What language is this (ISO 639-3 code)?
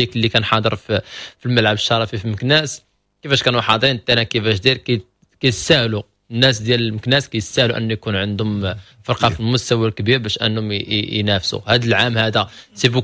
ary